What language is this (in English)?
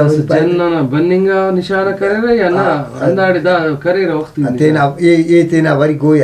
Brahui